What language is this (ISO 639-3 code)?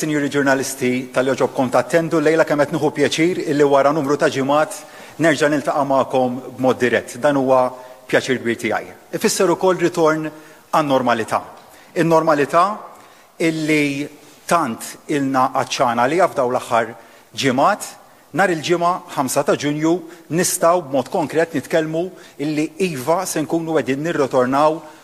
mlt